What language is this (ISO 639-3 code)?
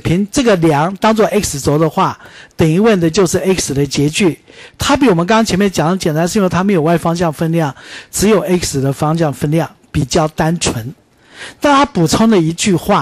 zho